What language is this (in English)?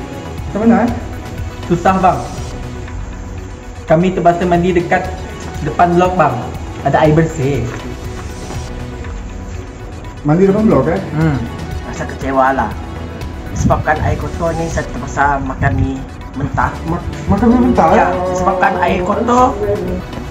Malay